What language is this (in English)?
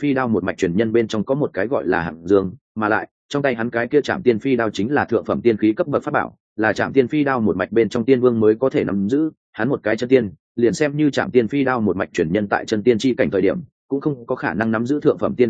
Vietnamese